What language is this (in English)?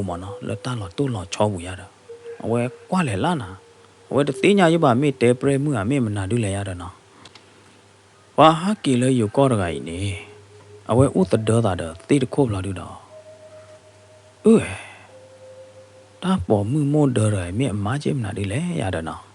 S'gaw Karen